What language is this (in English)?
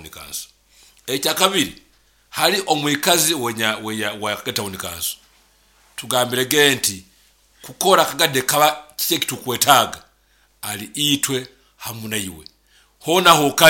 Nyoro